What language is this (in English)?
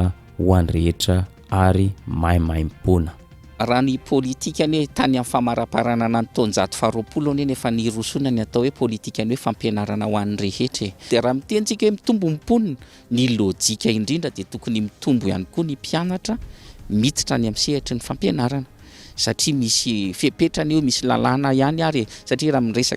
Malagasy